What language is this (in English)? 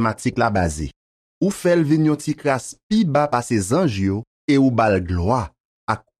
Haitian Creole